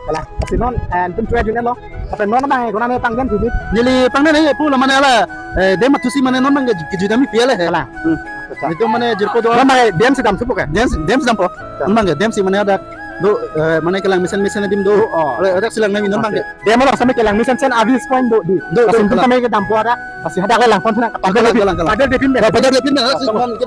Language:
Karbi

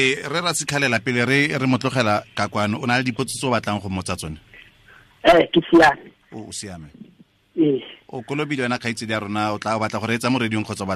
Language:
Tswana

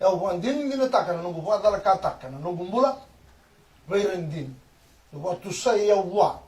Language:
Fijian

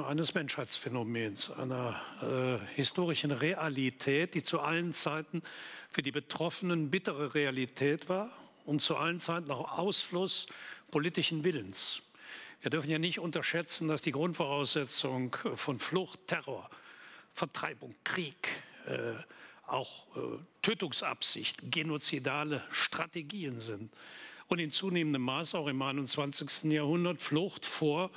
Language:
German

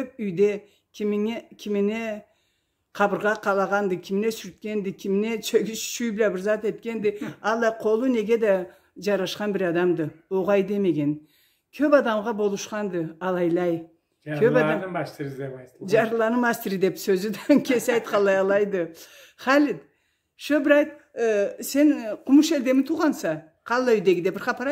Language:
Karachay-Balkar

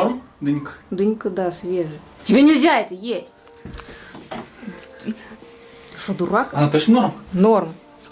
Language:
Russian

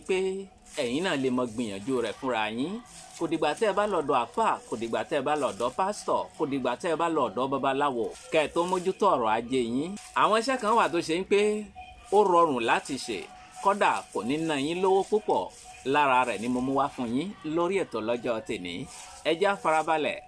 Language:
Yoruba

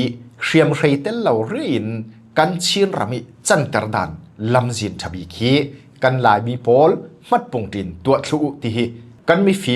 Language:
Falam Chin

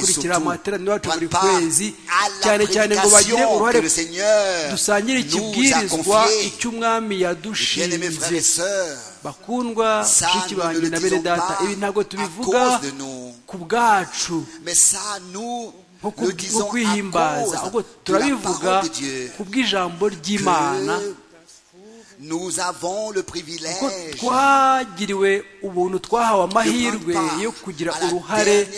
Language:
Kinyarwanda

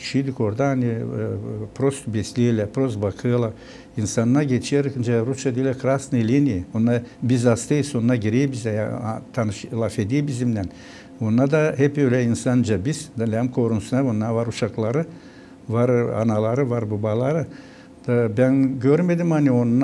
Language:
Gagauz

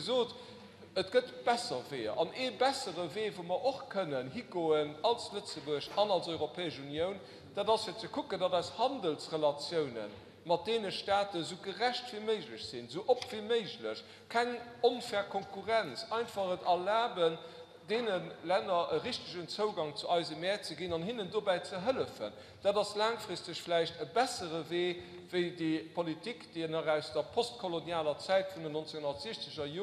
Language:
Luxembourgish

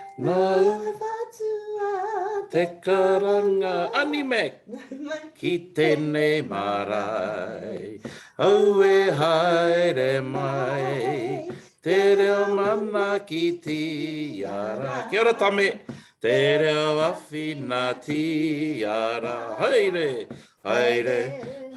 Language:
Māori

